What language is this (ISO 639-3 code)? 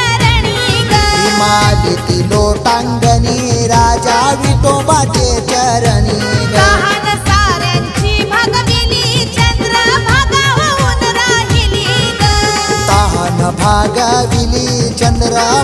mar